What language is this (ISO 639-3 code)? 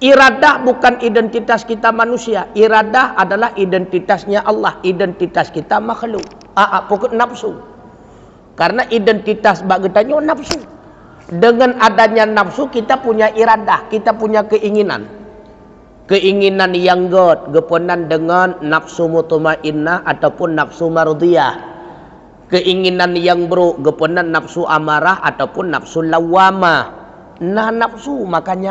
ace